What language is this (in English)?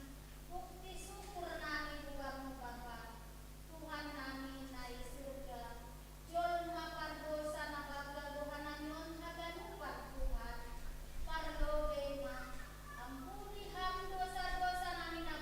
Batak Simalungun